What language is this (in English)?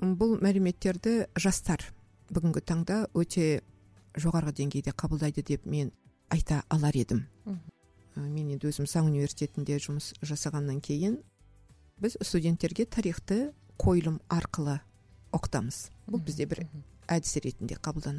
Kazakh